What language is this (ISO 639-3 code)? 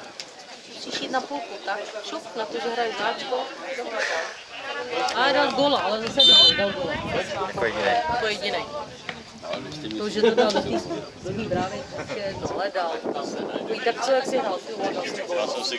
ces